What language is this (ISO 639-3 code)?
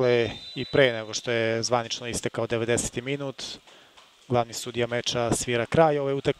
srp